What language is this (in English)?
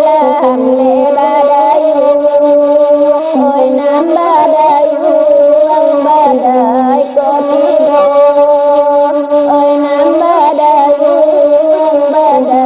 Minangkabau